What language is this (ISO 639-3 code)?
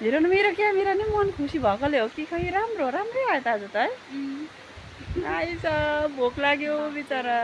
nep